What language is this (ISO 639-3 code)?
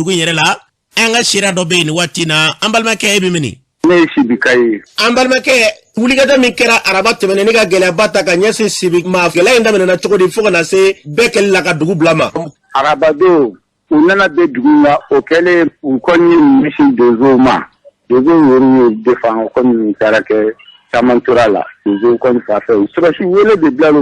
bam